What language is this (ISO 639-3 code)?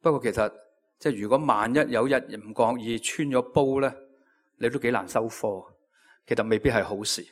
yue